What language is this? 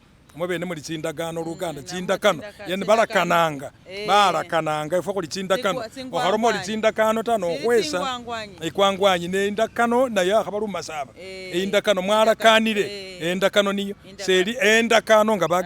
Masaaba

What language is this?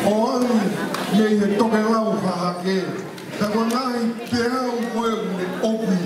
Tongan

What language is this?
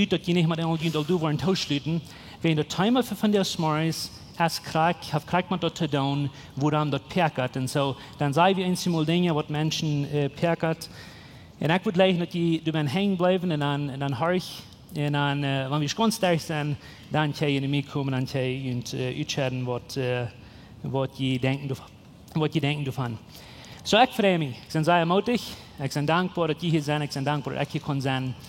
Plautdietsch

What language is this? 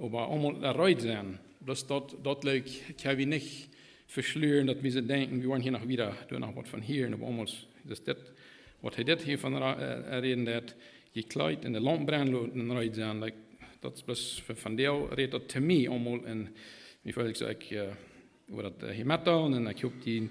Plautdietsch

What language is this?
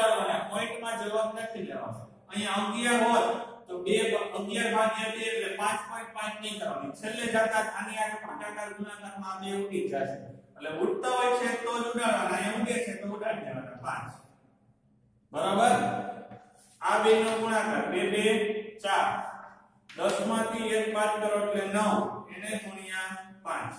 Gujarati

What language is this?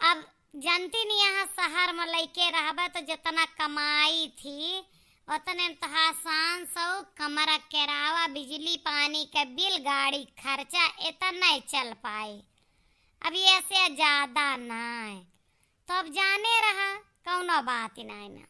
Awadhi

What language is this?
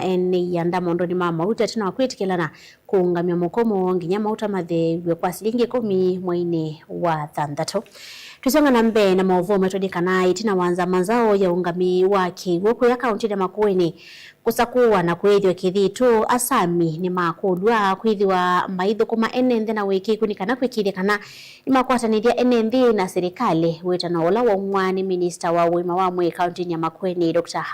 Kamba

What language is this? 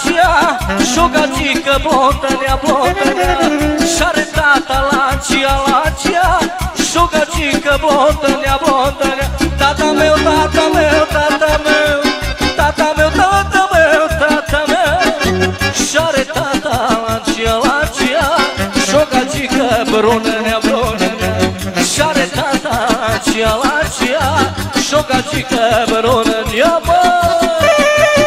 Romanian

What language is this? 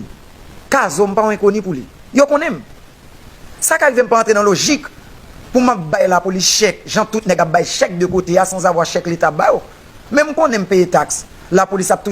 Haitian Creole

